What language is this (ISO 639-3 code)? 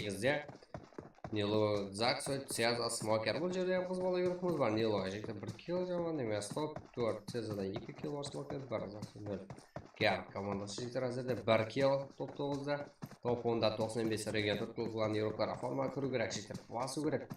kaa